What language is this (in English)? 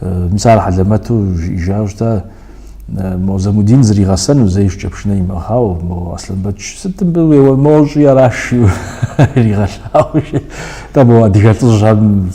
Kabardian